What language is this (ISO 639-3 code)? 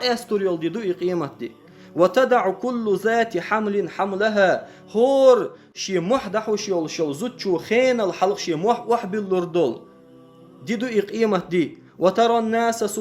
che